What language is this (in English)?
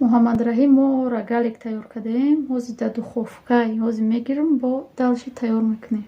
Tajik